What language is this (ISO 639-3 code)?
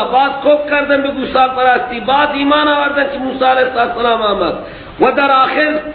fas